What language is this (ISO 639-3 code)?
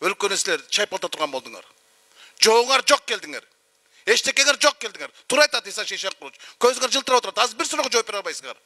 kir